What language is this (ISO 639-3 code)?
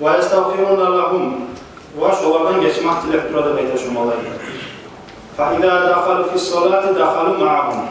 kum